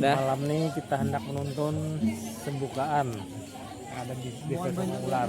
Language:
Banjar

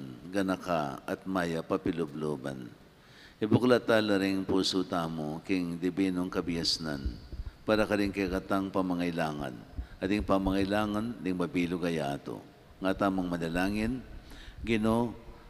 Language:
Pampanga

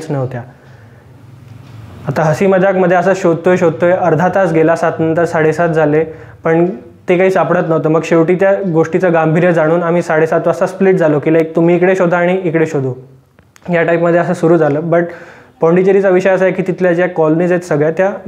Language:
Marathi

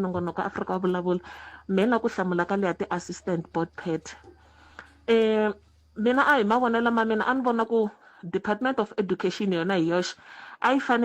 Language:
Tsonga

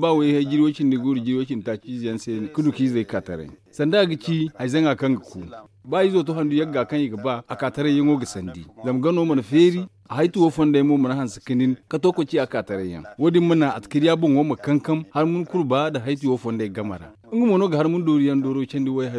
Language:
Zarma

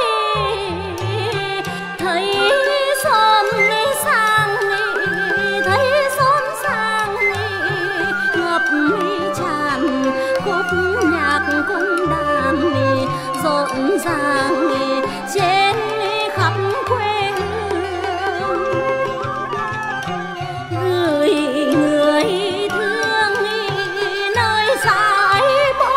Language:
Vietnamese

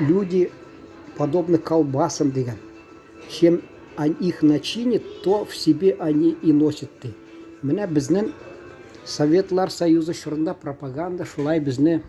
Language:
Tatar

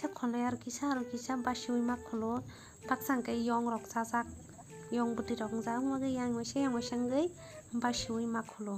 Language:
Kok Borok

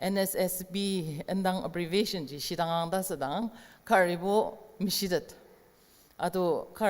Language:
Ao Naga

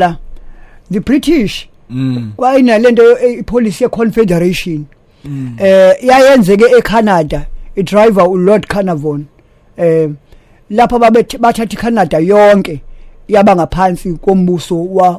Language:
Zulu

